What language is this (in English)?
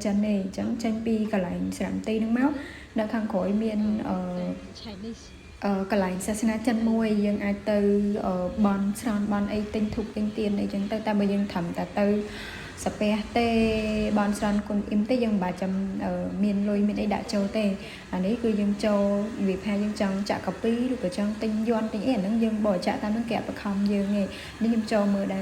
Khmer